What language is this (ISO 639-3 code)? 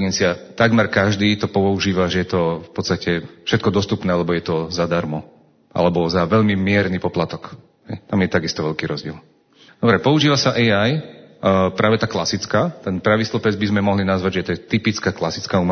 slk